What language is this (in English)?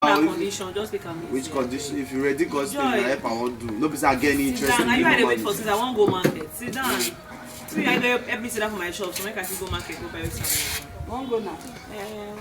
Nigerian Pidgin